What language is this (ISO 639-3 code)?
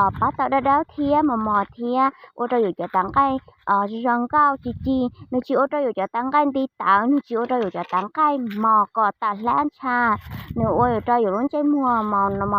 hmn